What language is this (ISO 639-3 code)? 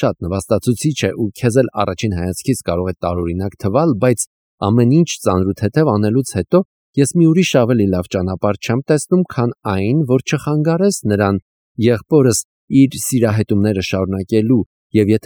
hye